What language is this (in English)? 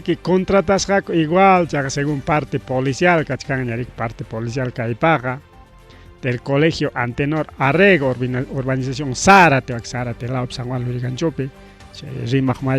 Ayacucho Quechua